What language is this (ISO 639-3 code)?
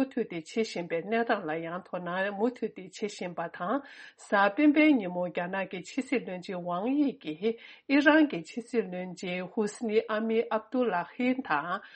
bod